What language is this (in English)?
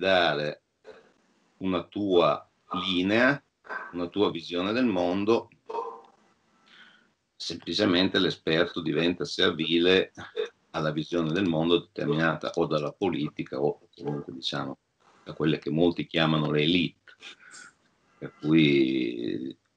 Italian